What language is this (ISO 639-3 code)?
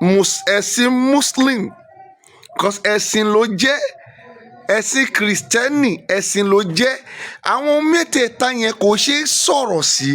yor